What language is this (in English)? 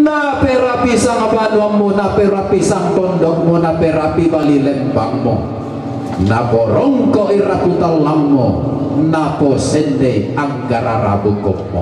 Toraja-Sa'dan